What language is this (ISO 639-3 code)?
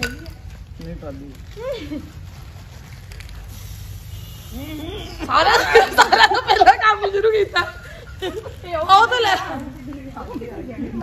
pan